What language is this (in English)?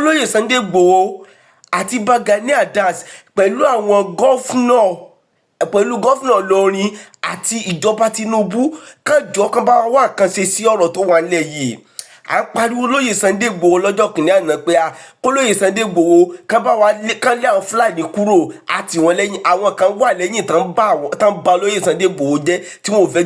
Yoruba